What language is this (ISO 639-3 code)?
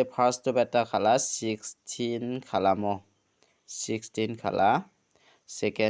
grt